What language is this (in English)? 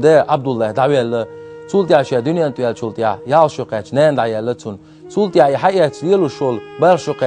Chechen